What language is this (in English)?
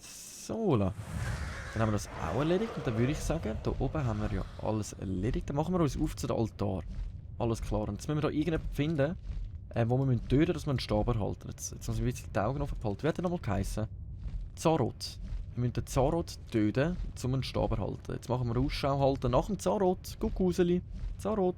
Swiss German